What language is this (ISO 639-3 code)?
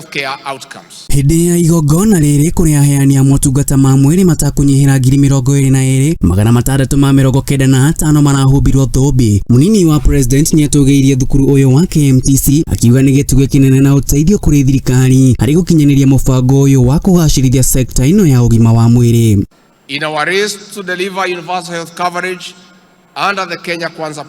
kik